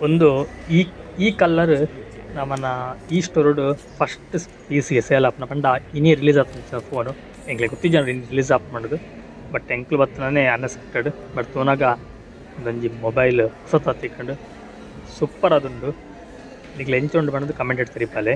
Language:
Tulu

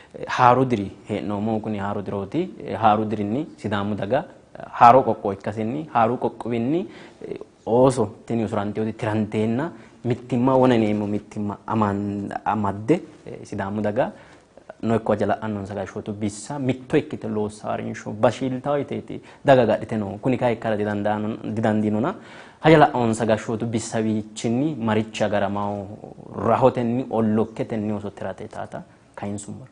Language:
Sidamo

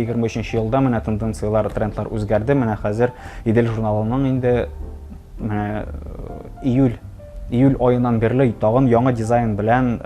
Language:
Tatar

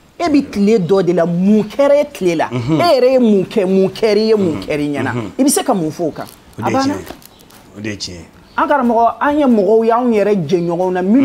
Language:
Bambara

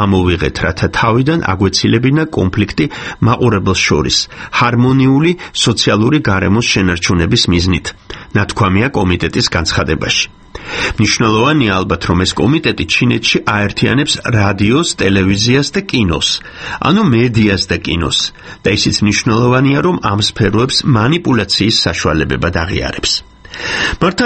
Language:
Georgian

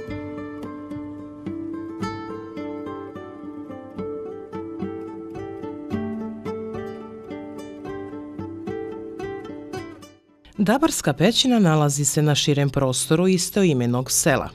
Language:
Bosnian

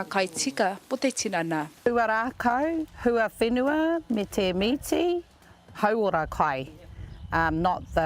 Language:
Māori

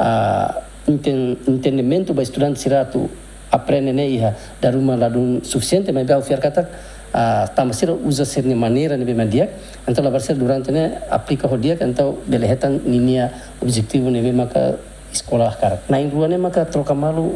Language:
Tetum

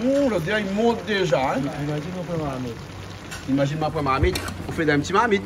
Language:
Réunion Creole French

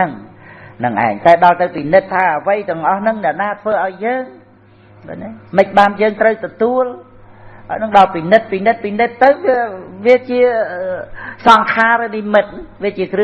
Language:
Khmer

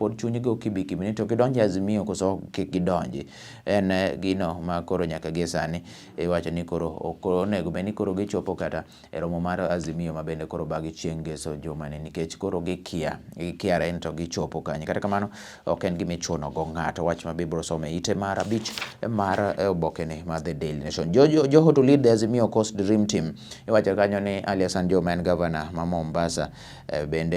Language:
Luo (Kenya and Tanzania)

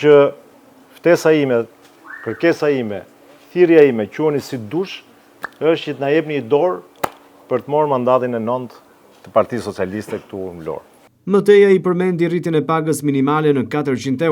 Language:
Albanian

